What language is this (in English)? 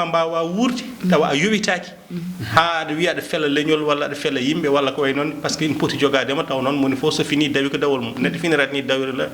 Fula